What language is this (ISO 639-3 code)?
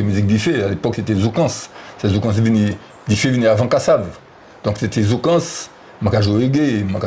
gcf